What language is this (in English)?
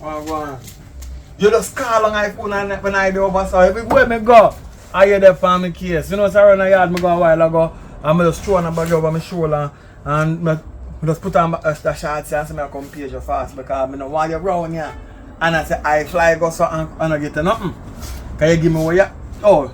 Jamaican Creole English